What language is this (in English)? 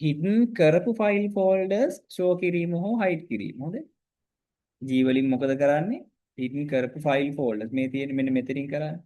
Sinhala